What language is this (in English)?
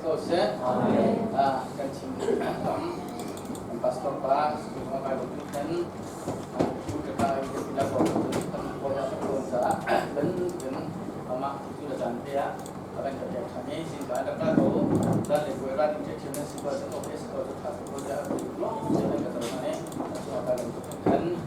Hakha Chin